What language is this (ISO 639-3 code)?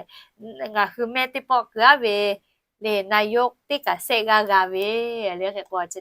lhu